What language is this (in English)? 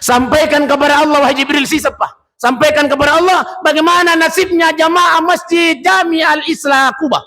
Buginese